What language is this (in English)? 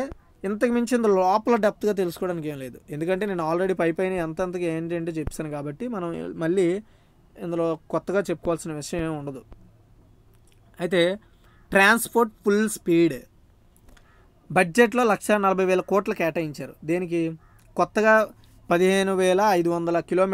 Telugu